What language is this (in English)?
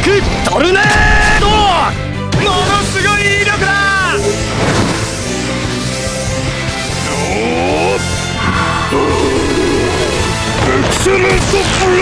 Japanese